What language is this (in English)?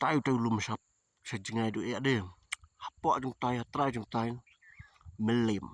Khasi